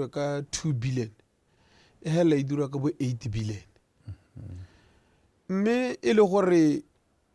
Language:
Tswana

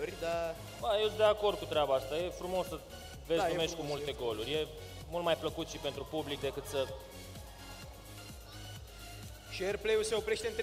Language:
Romanian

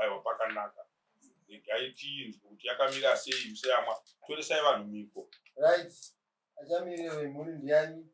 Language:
Shona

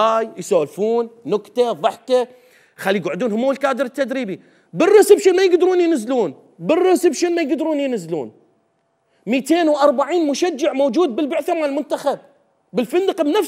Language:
Mesopotamian Arabic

